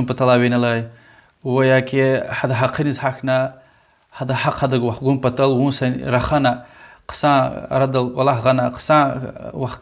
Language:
Lezghian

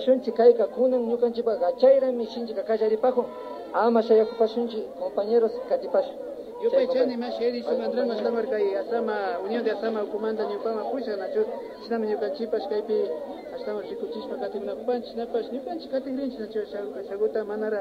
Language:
Imbabura Highland Quichua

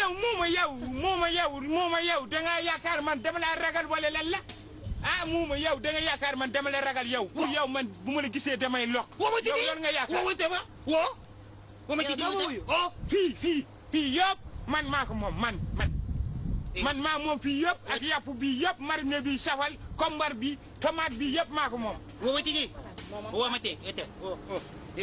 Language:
Wolof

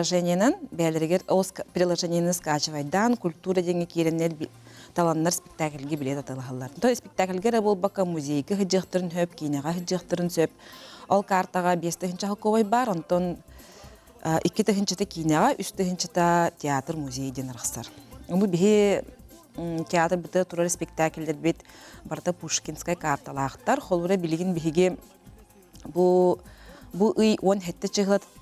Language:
Yakut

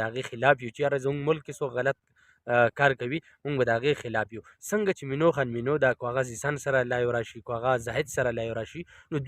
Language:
Pashto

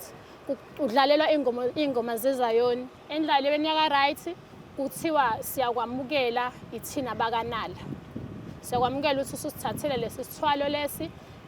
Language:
Zulu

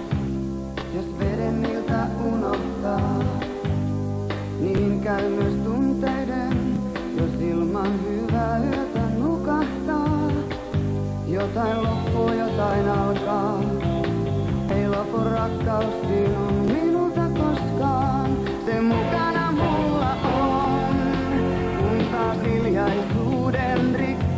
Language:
Finnish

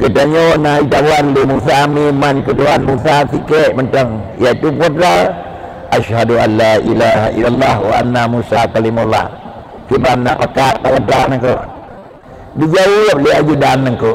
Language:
Achinese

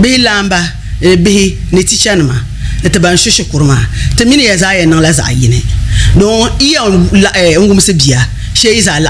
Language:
Dagbani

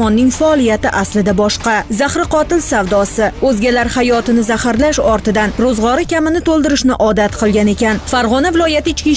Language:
Uzbek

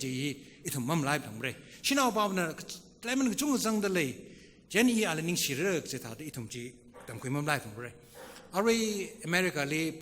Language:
Tangkhul Naga (India)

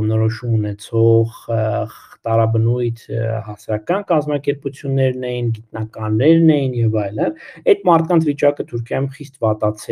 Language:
Armenian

